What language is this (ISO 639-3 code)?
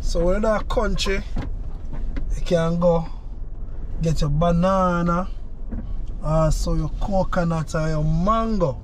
jam